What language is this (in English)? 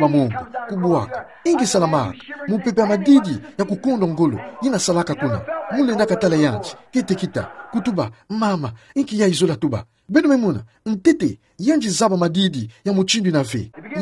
Kituba (Democratic Republic of Congo)